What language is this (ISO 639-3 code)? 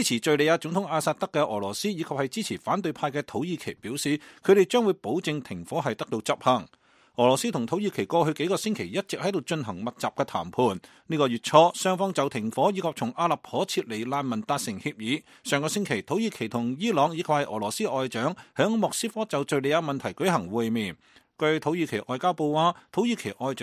yue